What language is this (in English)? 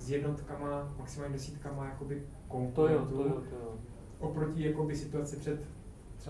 Czech